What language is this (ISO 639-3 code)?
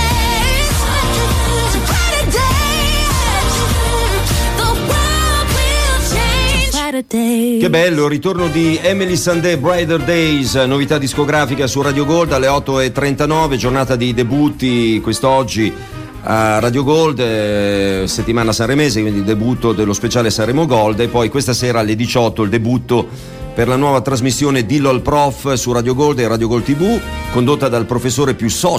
ita